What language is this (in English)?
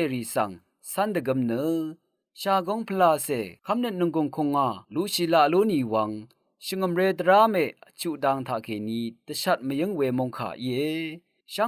Rawang